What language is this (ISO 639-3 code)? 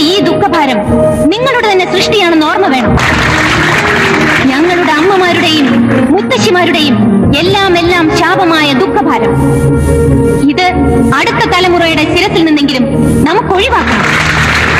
mal